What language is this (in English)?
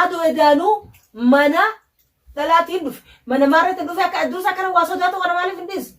Oromo